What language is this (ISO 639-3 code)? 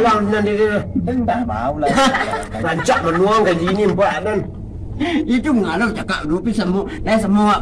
min